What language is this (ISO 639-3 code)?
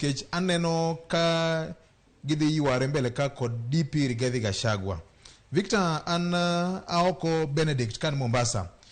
luo